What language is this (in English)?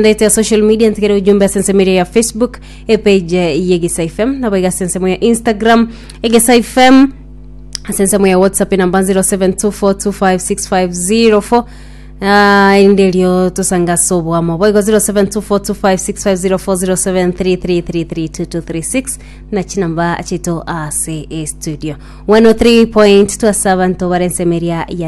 Gusii